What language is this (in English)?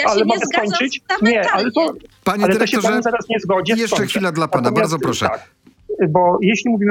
Polish